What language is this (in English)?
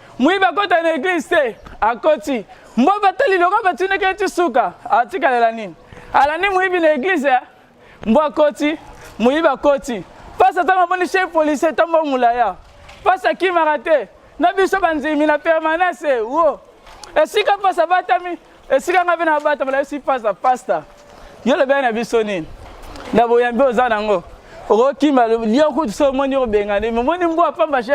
Lingala